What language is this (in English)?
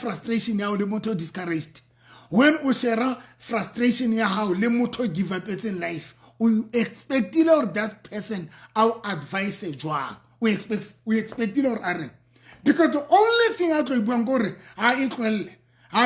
Southern Sotho